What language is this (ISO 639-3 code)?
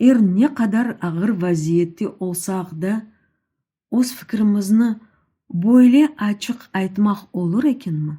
crh